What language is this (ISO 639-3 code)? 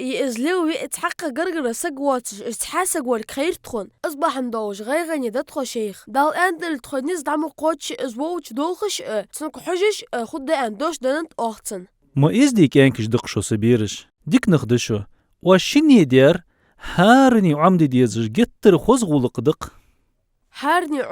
inh